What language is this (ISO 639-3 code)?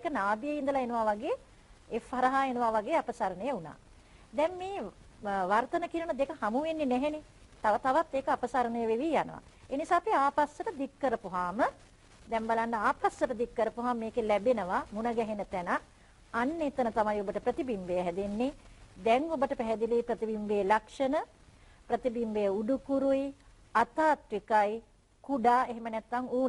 sin